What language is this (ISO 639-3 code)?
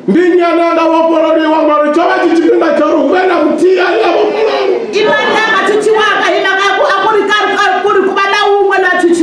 ven